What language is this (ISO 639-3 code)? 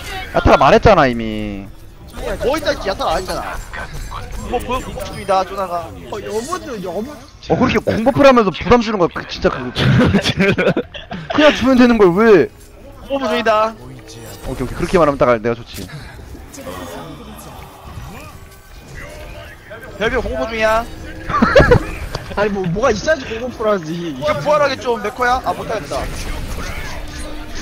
kor